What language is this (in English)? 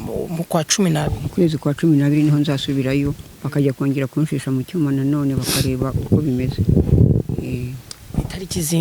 Kinyarwanda